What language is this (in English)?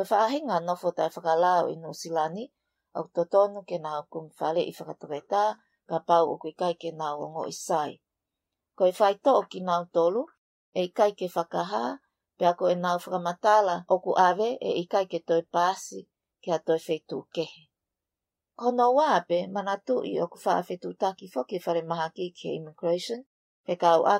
Tongan